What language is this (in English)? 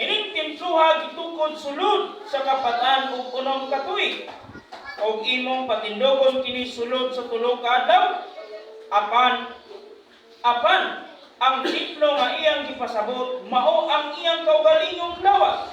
Cebuano